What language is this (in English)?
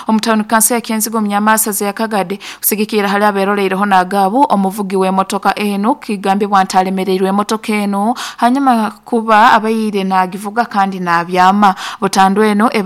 Nyoro